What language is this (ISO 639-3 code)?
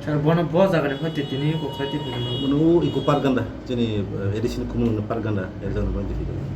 trp